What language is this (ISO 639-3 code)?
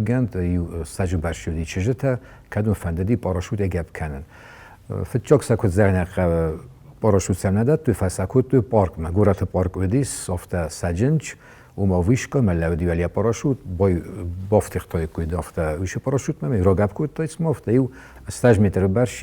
oss